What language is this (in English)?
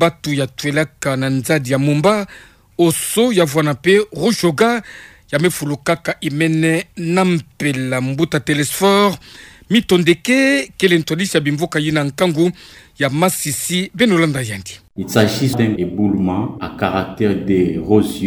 Kituba (Democratic Republic of Congo)